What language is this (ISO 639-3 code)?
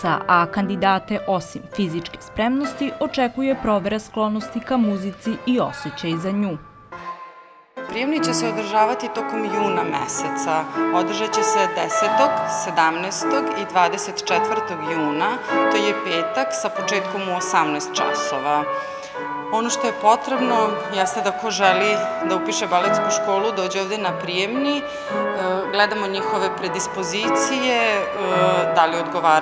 srp